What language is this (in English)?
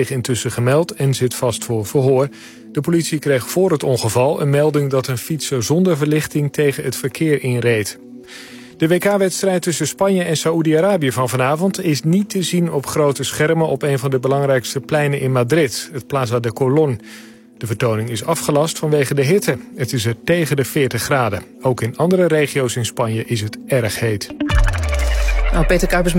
Dutch